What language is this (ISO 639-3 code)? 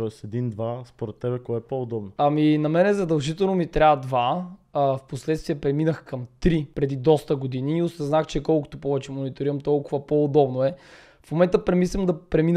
bul